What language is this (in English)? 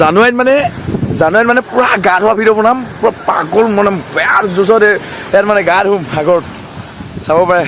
Assamese